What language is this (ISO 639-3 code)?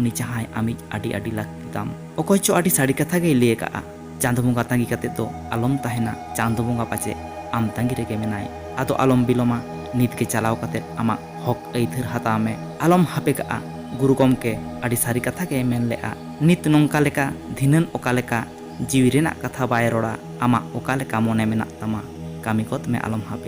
sat